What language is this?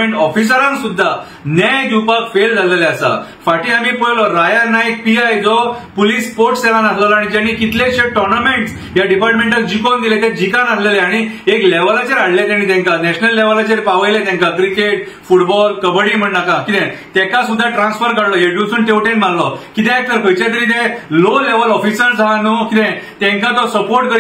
Konkani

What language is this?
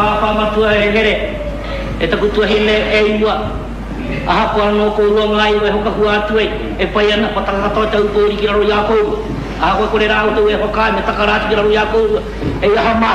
Māori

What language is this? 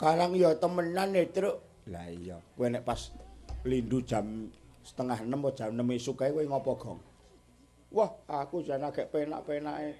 Javanese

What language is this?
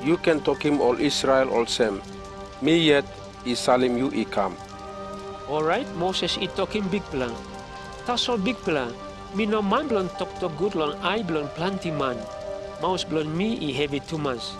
Tok Pisin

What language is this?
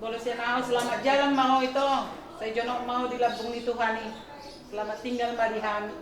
Batak Toba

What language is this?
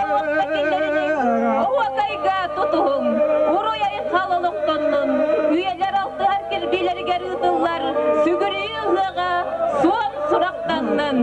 Yakut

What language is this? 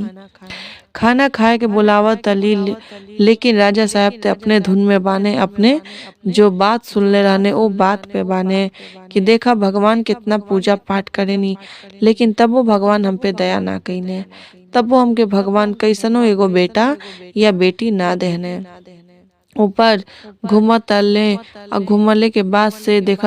Bhojpuri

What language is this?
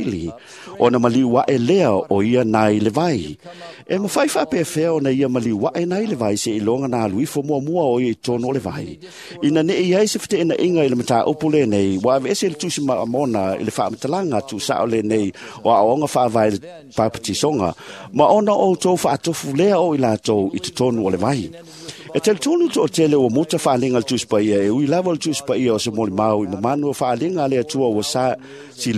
Samoan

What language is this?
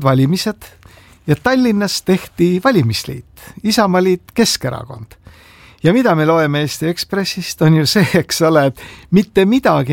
Estonian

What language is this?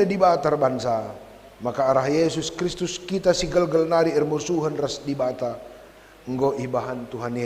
Batak Karo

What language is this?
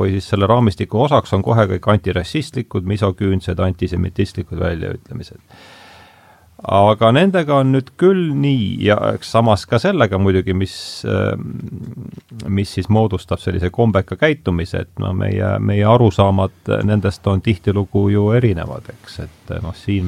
Estonian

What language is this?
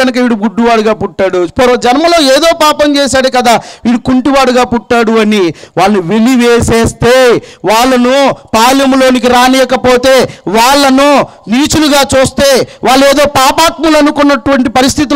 Telugu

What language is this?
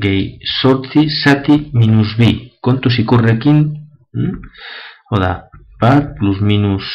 Basque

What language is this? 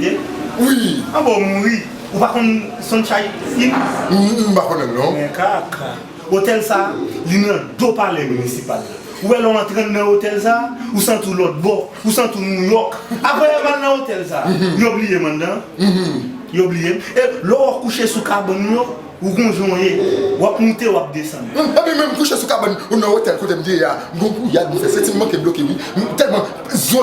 Haitian Creole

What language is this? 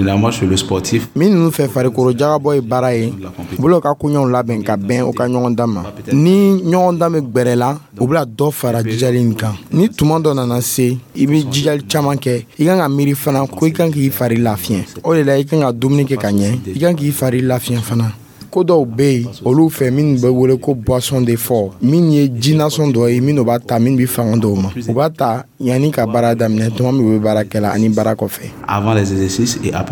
Dyula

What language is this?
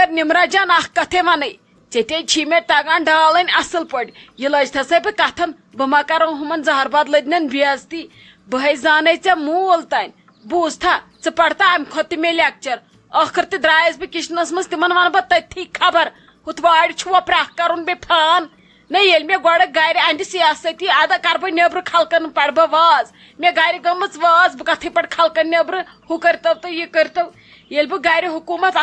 Kashmiri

